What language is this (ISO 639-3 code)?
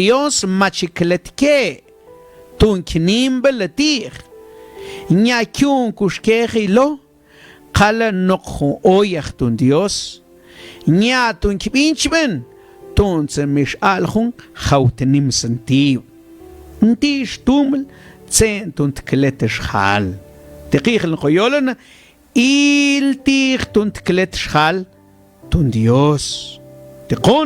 mam